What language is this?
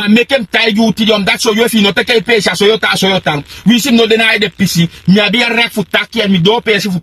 Sranan Tongo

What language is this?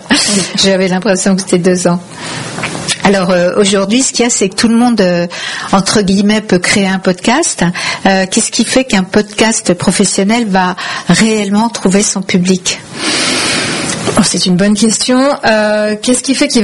French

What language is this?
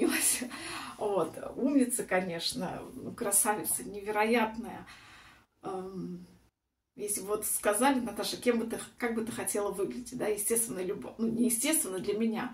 Russian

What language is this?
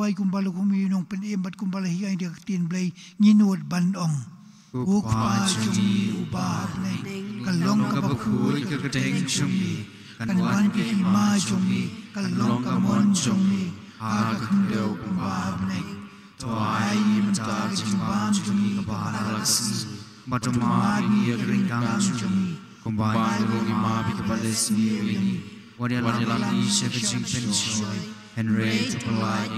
Khasi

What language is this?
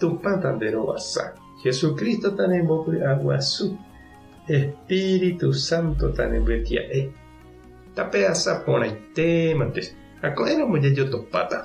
Guarani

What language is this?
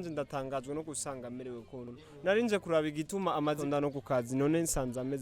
Rundi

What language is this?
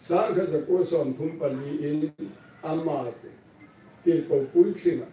Hmar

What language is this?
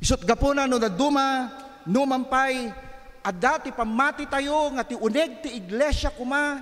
Iloko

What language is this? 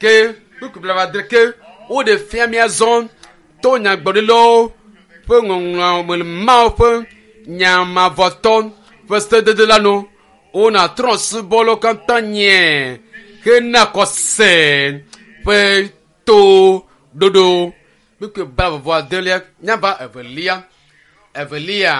Ewe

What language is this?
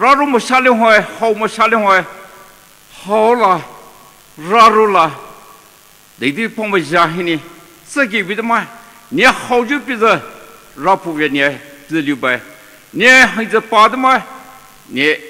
Poumei Naga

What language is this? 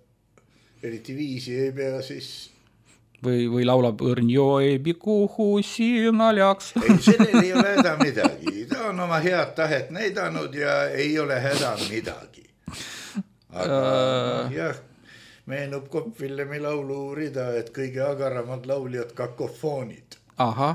Estonian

